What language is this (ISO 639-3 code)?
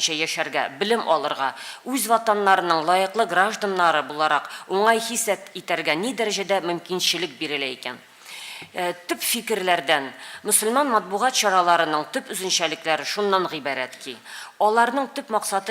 tat